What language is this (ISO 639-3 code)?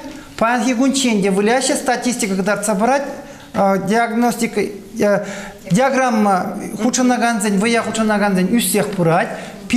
chv